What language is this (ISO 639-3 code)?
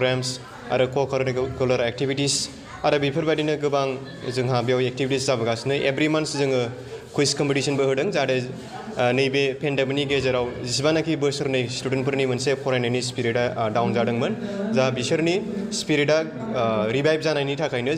brx